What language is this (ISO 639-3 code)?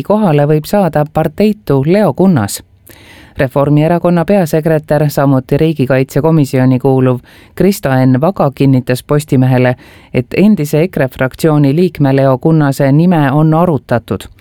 est